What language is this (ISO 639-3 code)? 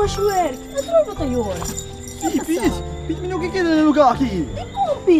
pap